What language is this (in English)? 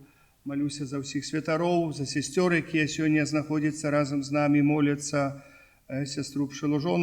Belarusian